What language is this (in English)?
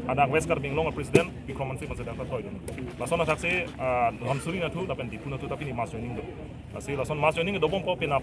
Karbi